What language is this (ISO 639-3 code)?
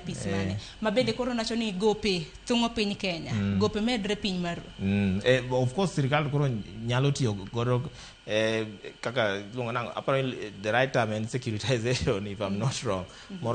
luo